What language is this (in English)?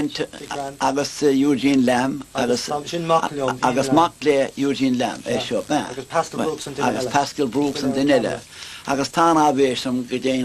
Irish